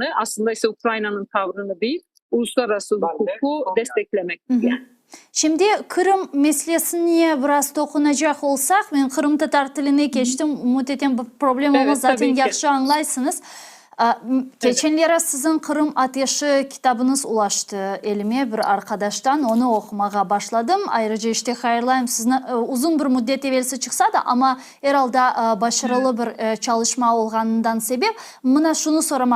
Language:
Crimean Tatar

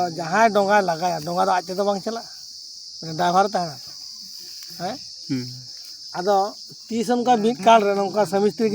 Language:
Santali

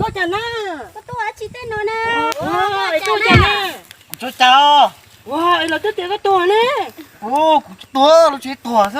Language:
Hmong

